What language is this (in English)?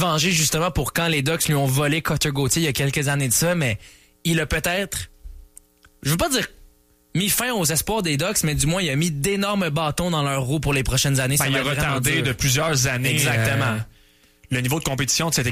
French